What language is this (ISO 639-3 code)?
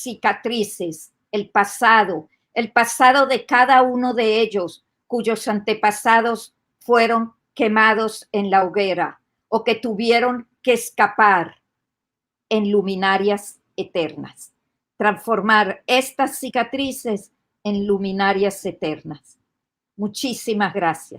lad